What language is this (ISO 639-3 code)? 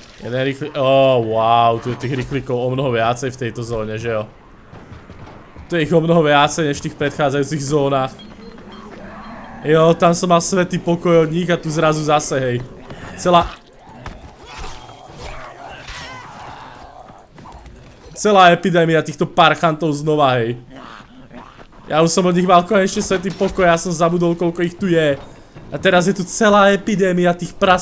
slk